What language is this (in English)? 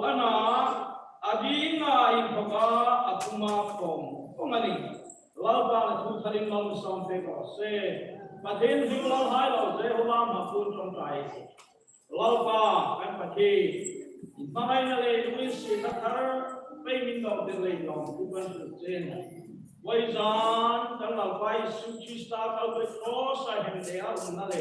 Hmar